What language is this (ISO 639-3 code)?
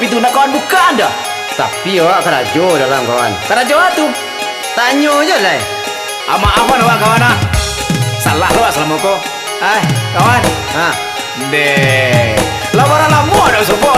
min